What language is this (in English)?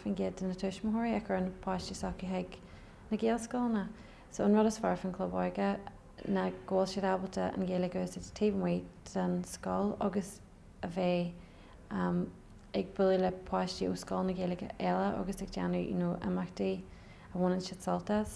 Irish